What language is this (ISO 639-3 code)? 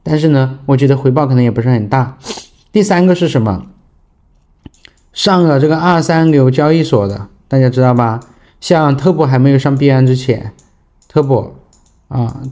zho